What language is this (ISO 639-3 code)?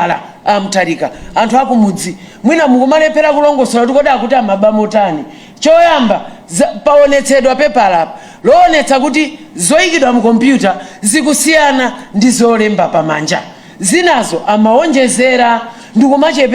nya